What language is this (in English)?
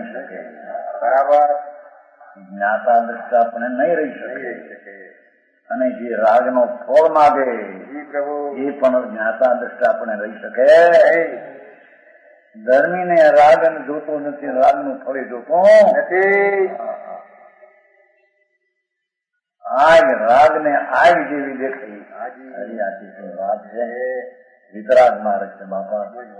Gujarati